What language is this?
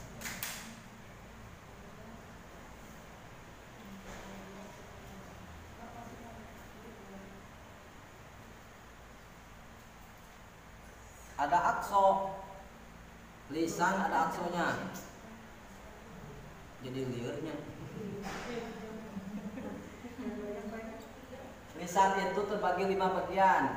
Indonesian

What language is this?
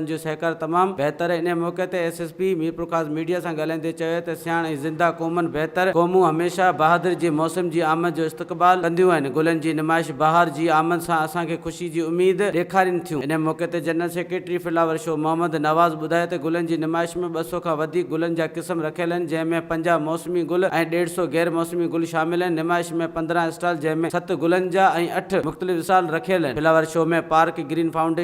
Sindhi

